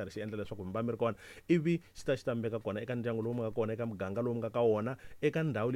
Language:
Tsonga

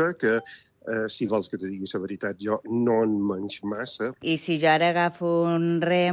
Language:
Catalan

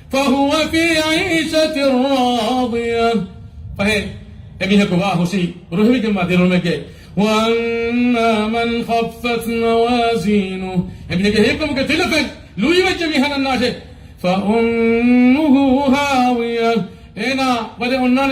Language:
Divehi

